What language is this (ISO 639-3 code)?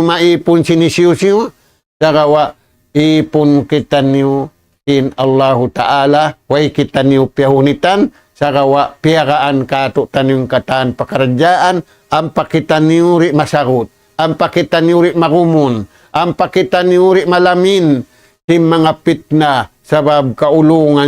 tsg